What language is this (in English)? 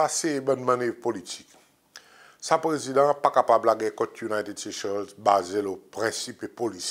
Seselwa Creole French